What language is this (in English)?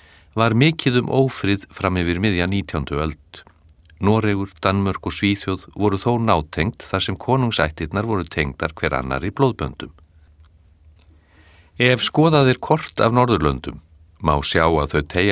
Icelandic